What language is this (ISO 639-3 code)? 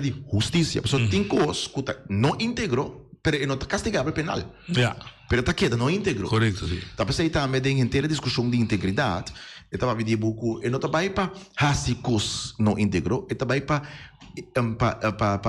pap